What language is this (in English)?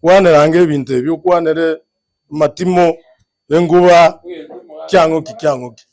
Gusii